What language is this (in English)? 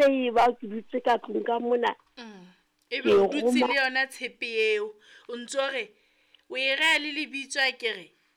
Southern Sotho